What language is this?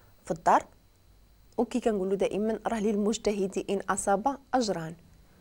Moroccan Arabic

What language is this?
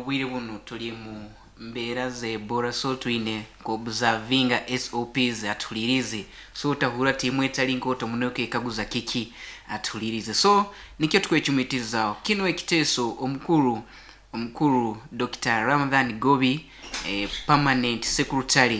Nyankole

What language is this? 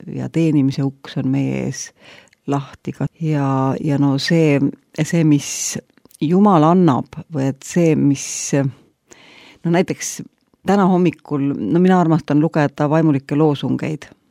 Estonian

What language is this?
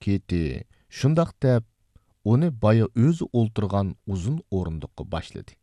Uyghur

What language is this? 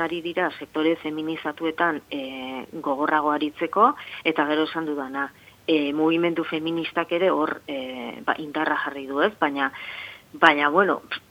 Basque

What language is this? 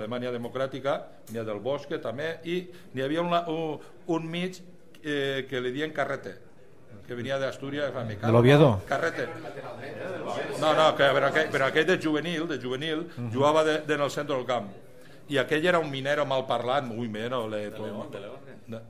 Catalan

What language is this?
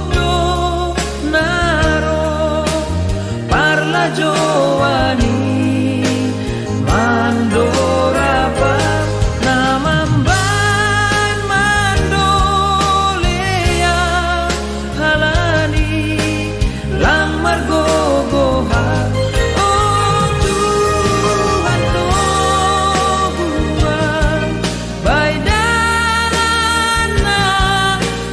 Batak Simalungun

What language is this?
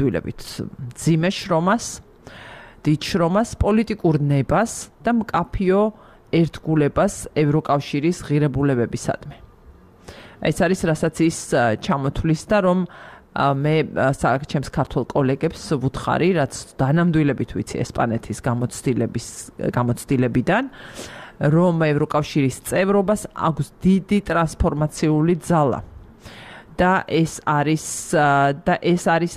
Georgian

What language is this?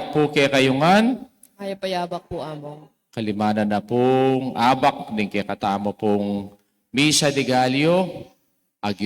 Pampanga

